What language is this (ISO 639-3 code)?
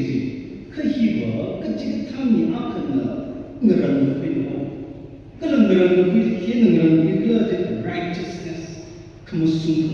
nmf